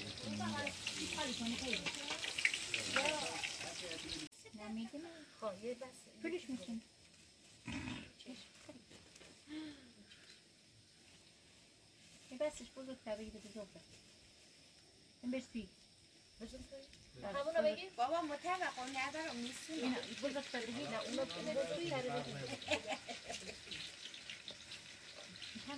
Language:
Persian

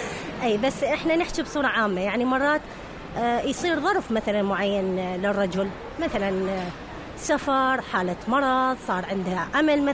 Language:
Mesopotamian Arabic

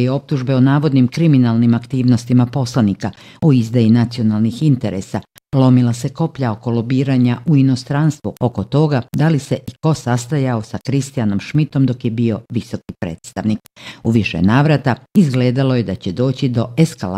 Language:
Bosnian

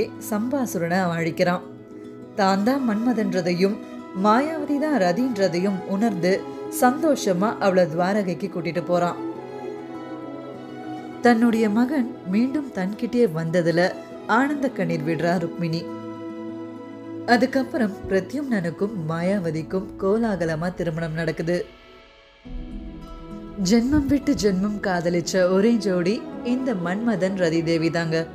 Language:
Tamil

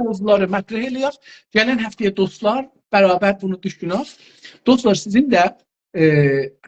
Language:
South Azerbaijani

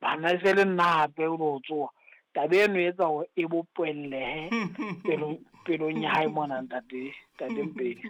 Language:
Southern Sotho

